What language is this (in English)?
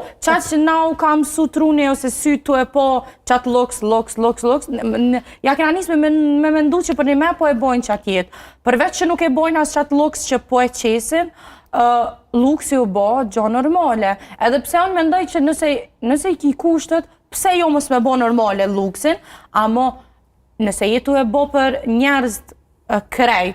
Albanian